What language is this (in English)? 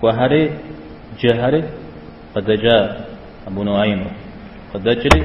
Kabardian